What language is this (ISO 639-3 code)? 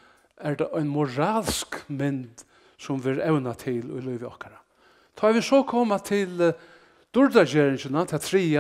fao